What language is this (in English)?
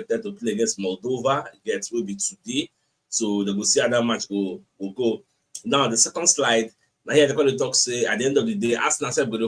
Nigerian Pidgin